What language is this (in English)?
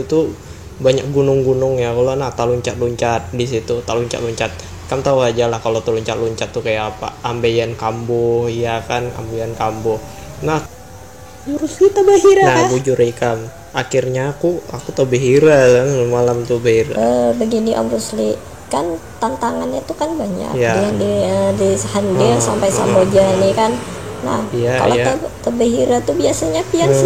Banjar